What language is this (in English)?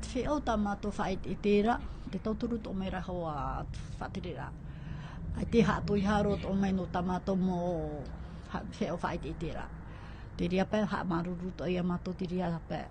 Tahitian